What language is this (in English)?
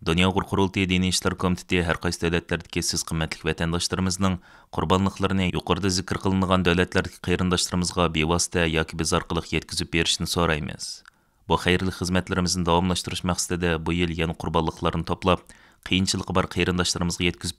Uyghur